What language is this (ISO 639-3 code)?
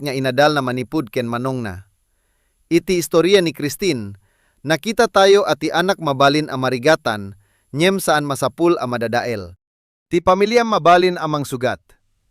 ilo